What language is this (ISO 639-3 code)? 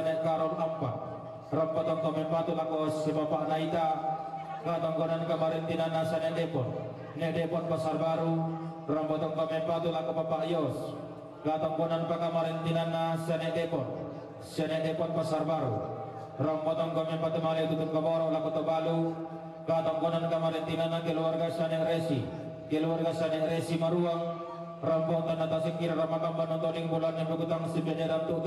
sda